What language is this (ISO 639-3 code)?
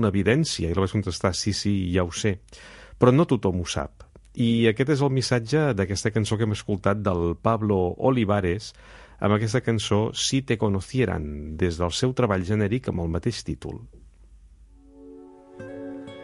cat